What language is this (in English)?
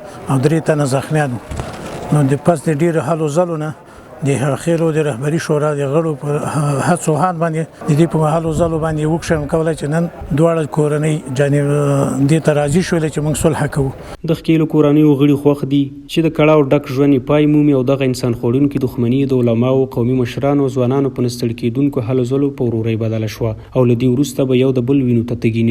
Pashto